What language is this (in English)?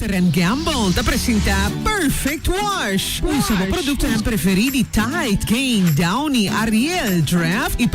Papiamento